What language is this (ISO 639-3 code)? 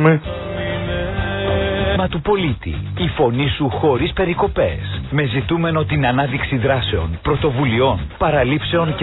ell